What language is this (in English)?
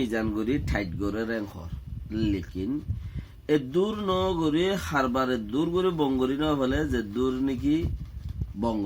Rohingya